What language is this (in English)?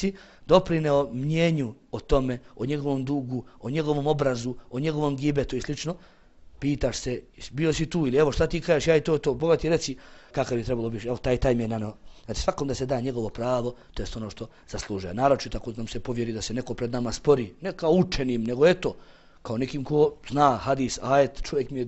Bosnian